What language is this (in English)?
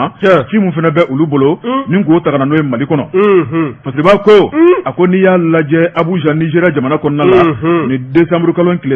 Bambara